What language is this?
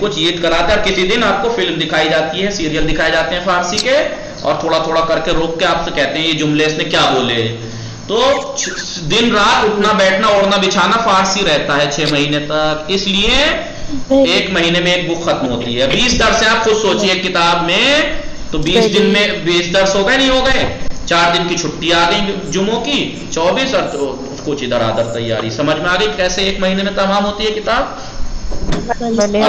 Urdu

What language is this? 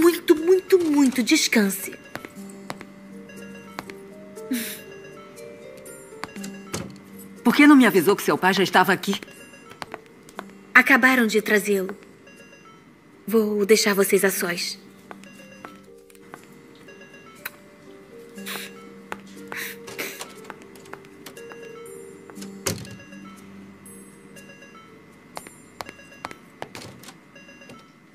Portuguese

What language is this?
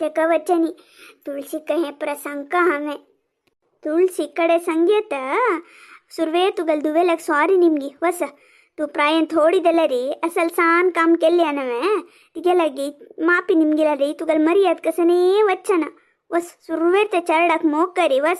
Konkani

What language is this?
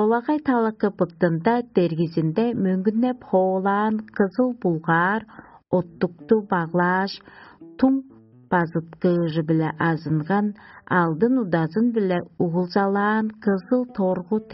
Tuvinian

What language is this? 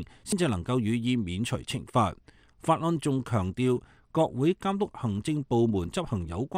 Cantonese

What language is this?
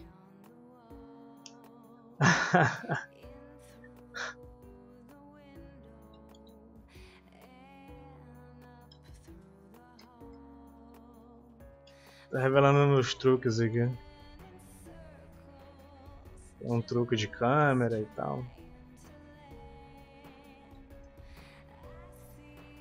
Portuguese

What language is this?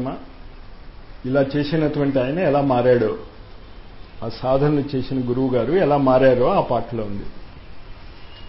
Telugu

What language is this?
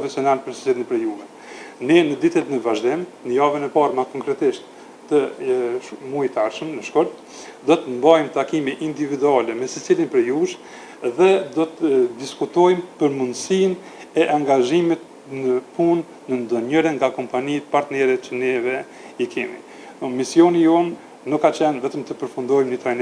Albanian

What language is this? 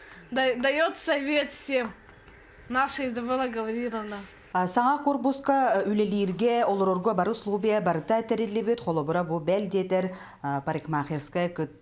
Yakut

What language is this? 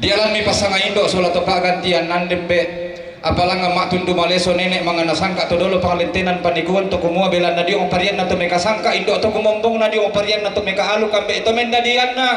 Toraja-Sa'dan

